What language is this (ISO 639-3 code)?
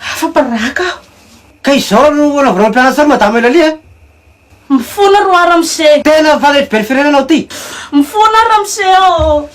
mlg